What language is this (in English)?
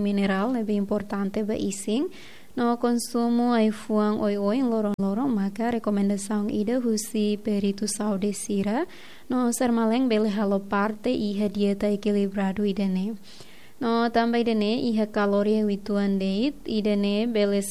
Tetum